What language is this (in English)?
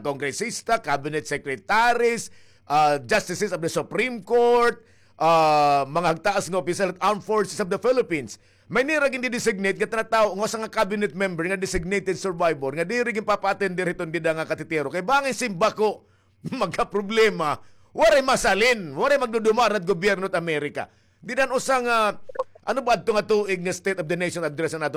Waray